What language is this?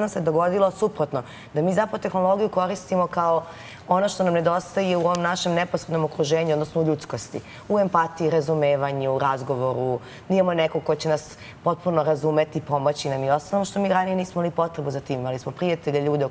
Serbian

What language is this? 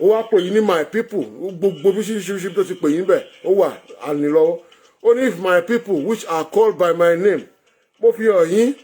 Yoruba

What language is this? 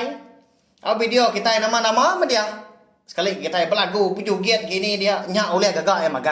Iban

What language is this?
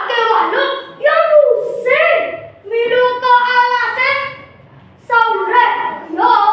Balinese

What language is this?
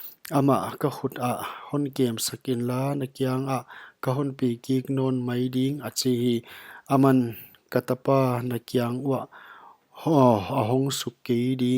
Paite Chin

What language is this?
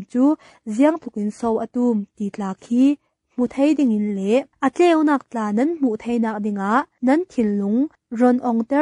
Falam Chin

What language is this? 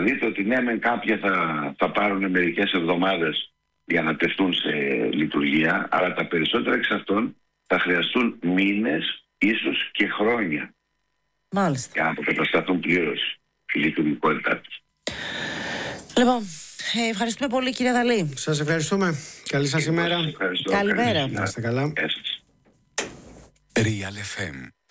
Greek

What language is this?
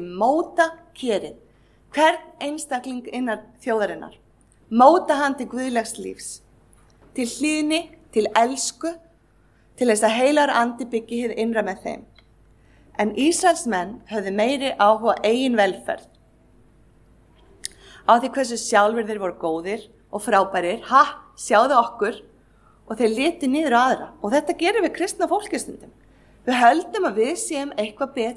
Icelandic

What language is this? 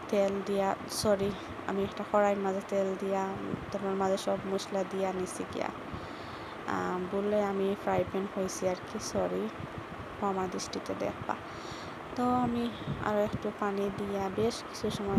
Sylheti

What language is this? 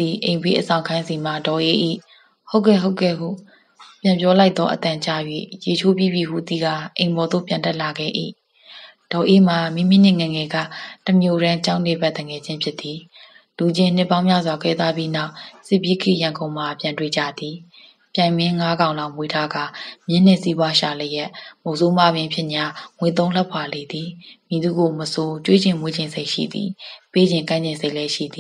Burmese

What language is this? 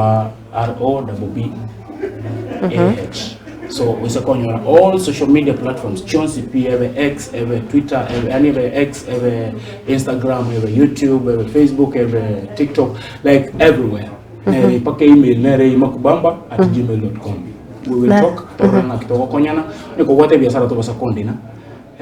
Gusii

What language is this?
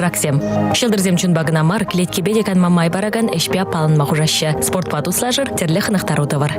Chuvash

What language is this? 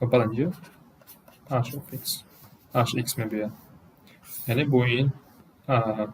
Tajik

